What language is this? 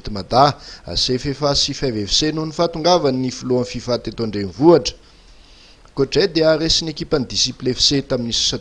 Malagasy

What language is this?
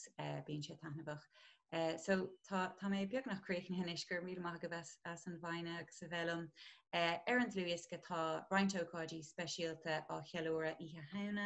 Irish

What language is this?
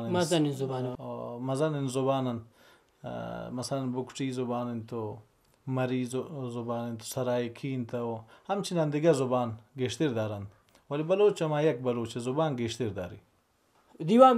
Baluchi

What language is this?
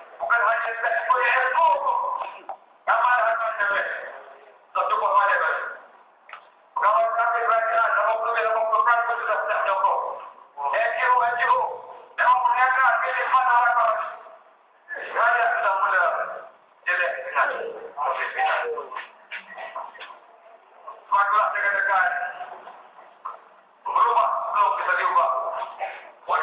Malay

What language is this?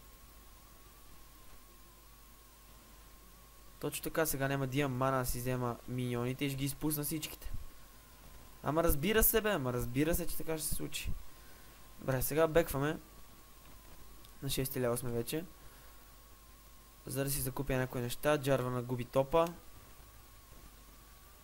Bulgarian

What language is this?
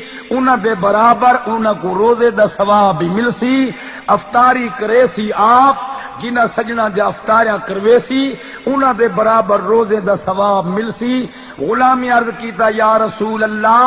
Saraiki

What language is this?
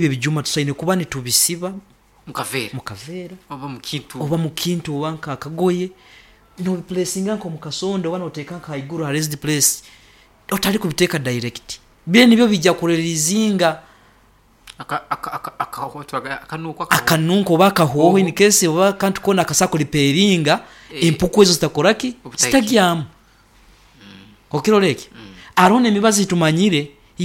Nyoro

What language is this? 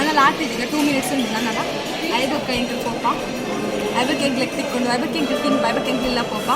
Tulu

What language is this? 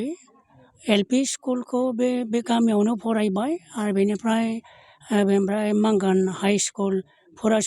Bodo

